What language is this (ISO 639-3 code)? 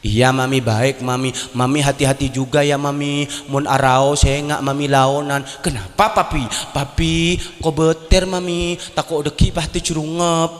mad